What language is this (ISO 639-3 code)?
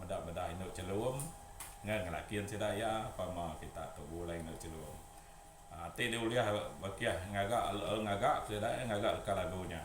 iba